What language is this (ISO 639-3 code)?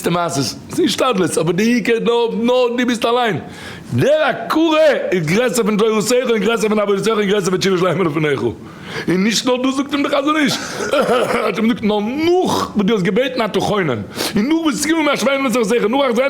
yid